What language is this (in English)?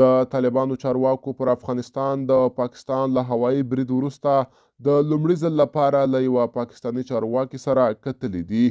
Pashto